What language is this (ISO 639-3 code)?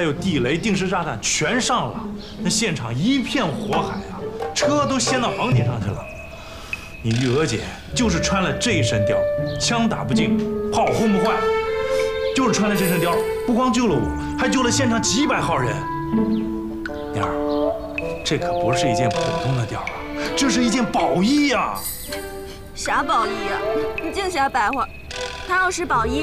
zho